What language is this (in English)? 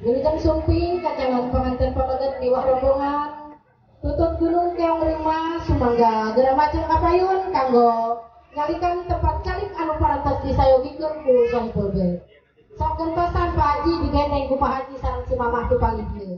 Sundanese